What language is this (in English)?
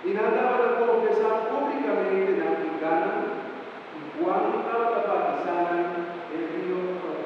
Papiamento